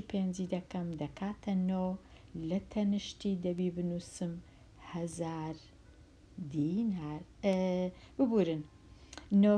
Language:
Central Kurdish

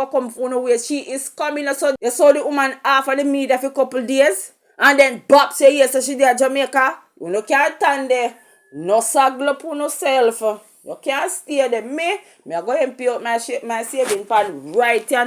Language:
Jamaican Creole English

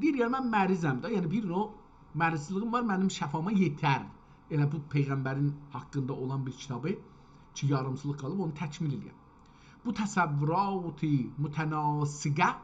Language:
South Azerbaijani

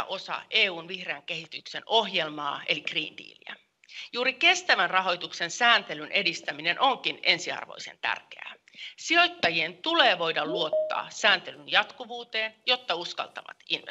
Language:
Finnish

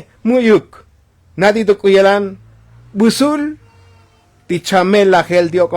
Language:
Tzotzil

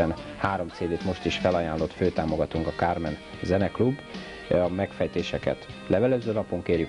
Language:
Hungarian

